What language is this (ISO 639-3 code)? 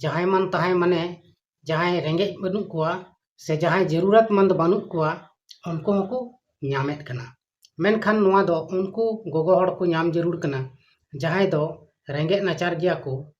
sat